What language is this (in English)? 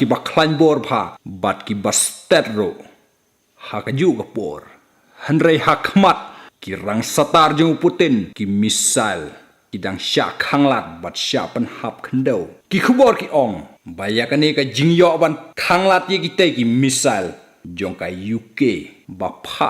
Khasi